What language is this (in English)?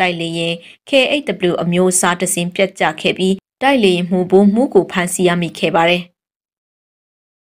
Burmese